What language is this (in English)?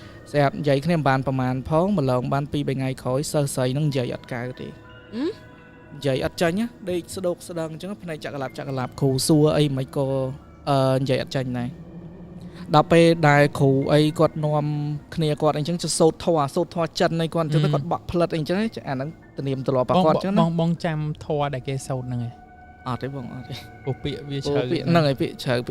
Khmer